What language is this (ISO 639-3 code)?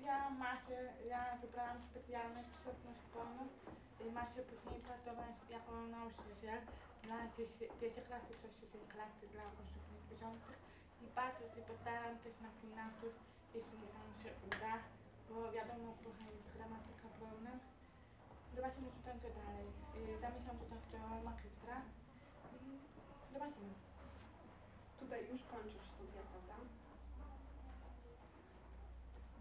pol